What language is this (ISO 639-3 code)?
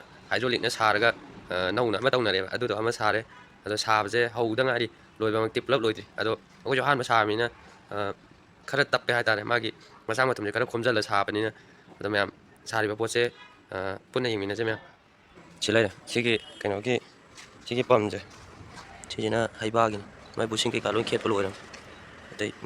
mni